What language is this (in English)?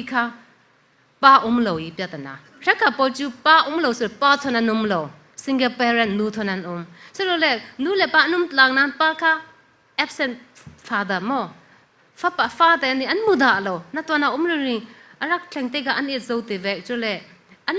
Falam Chin